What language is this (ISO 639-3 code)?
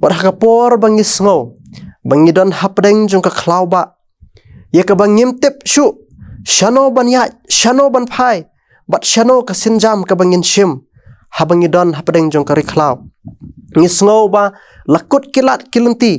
kha